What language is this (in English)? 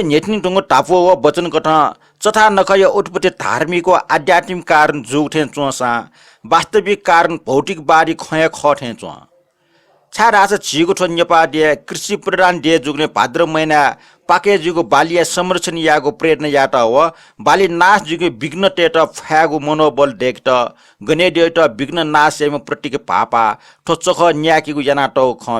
Newari